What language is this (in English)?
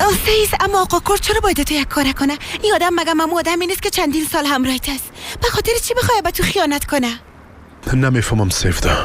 Persian